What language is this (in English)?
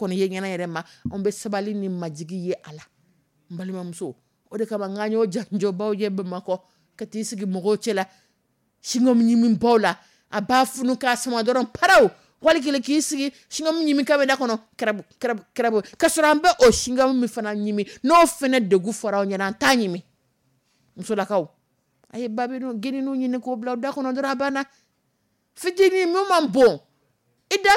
Dyula